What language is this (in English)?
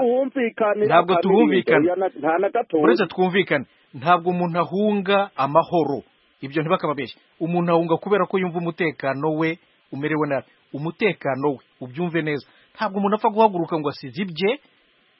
Kinyarwanda